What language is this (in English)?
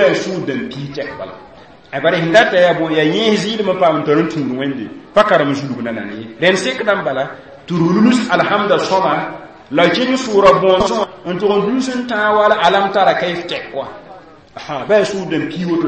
Mossi